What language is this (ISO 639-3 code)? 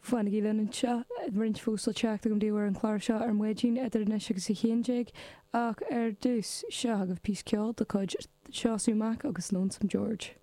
gle